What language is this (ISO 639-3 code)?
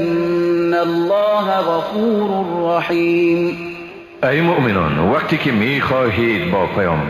fas